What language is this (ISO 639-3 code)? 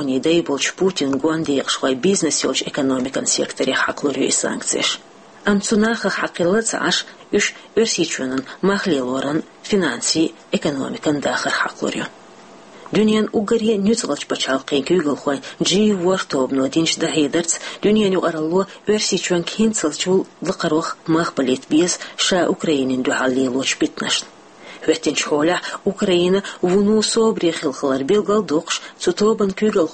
che